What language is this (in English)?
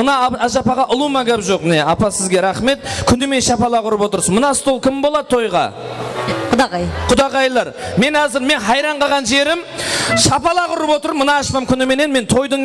Kara-Kalpak